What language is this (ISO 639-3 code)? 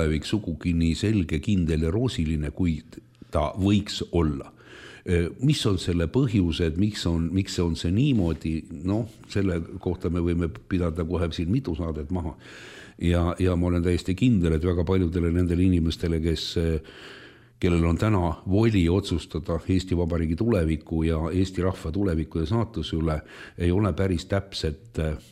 est